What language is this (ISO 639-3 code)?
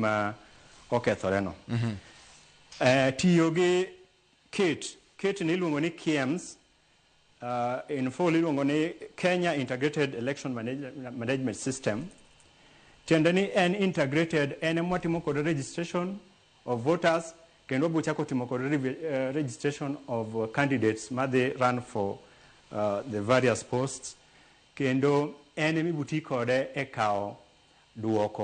luo